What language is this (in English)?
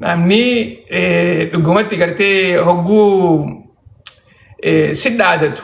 Oromo